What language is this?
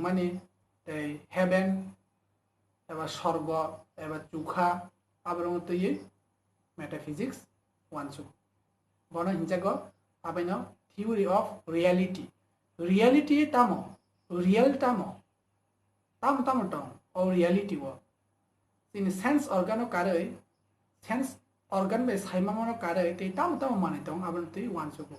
Kok Borok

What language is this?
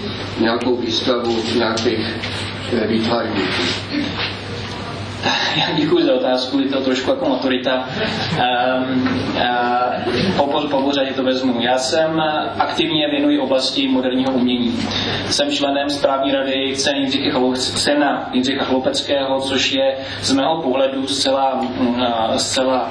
Czech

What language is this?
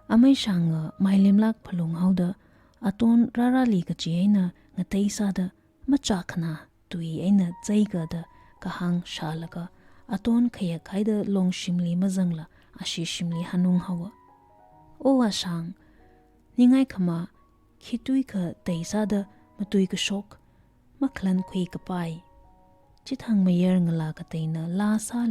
Tangkhul Naga (India)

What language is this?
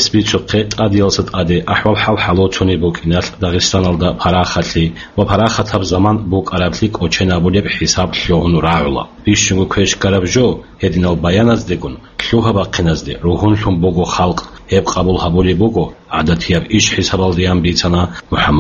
Avaric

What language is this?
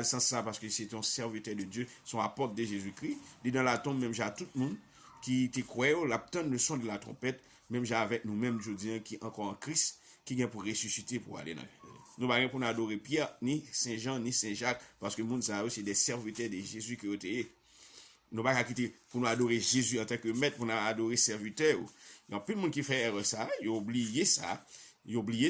Haitian Creole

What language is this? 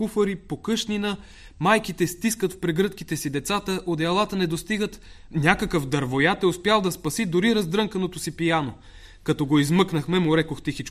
Bulgarian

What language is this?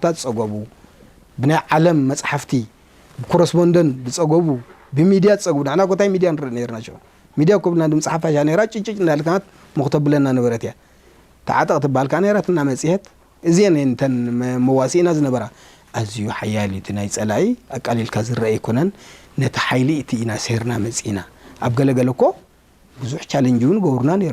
Tigrinya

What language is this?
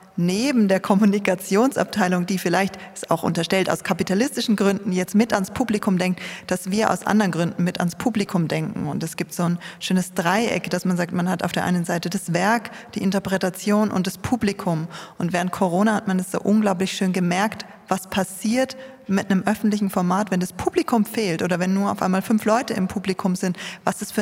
German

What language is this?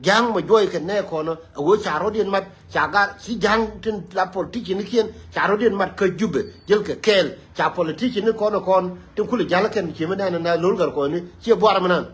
Nuer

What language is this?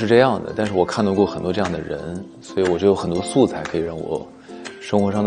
Chinese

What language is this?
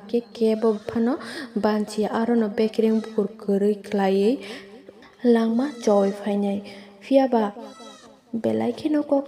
Kok Borok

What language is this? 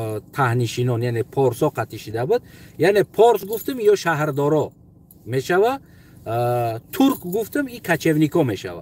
Tajik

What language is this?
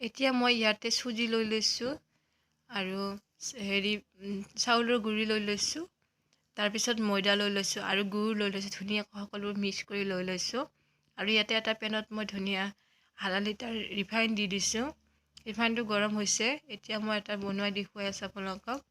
Assamese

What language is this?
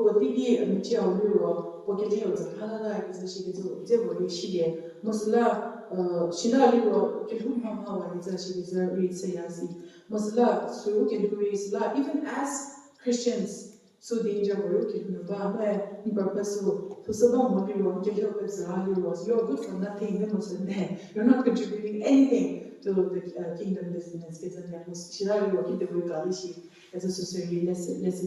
Angami Naga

